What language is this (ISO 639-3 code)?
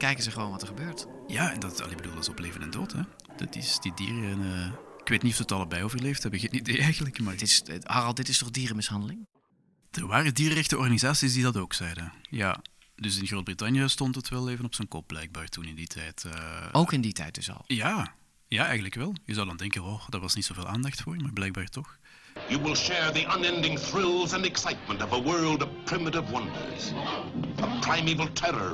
nld